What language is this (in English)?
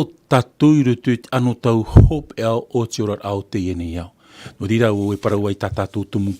Tahitian